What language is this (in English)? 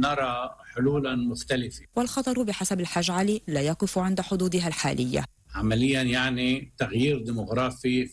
Arabic